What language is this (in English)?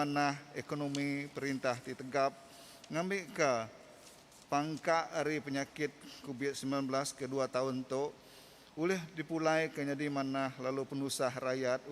Iban